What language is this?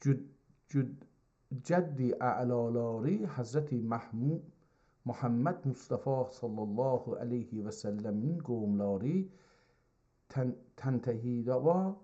South Azerbaijani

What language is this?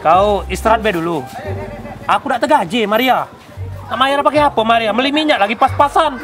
Musi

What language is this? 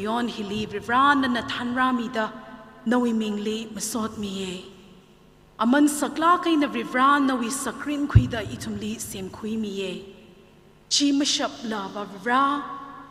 Tangkhul Naga (India)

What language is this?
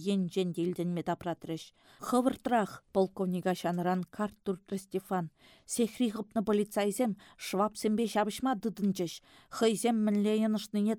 Chuvash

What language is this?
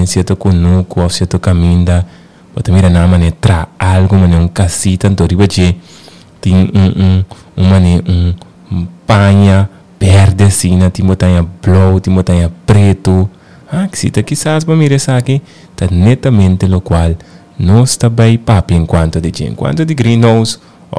Papiamento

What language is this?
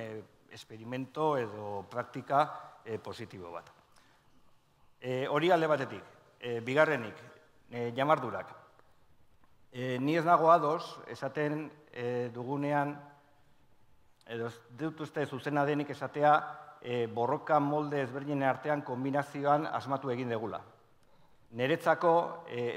Basque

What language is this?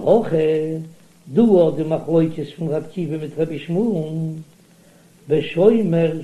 Yiddish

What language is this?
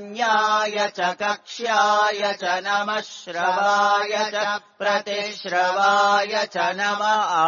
Sanskrit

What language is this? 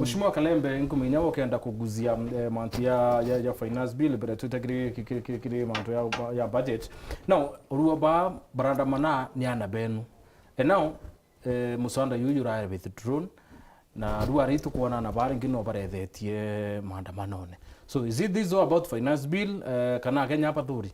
Meru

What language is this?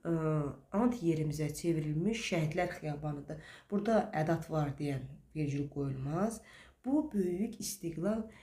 Azerbaijani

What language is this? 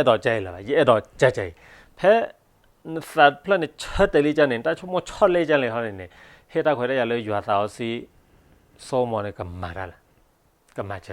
S'gaw Karen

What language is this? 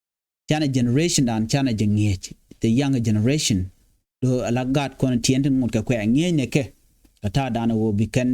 Nuer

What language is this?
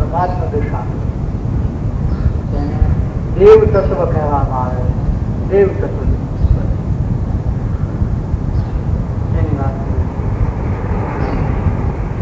Gujarati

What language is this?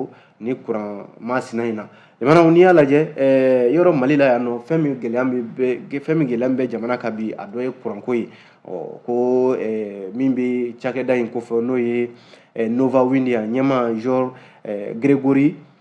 Bambara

